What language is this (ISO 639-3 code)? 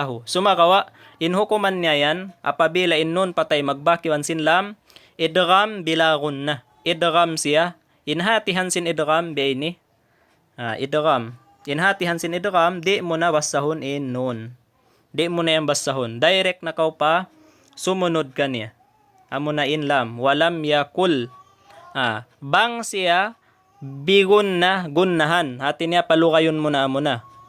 tsg